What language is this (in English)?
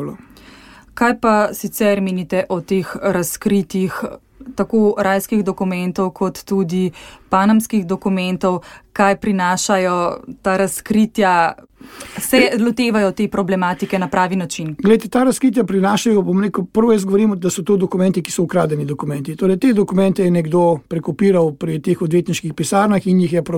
Slovenian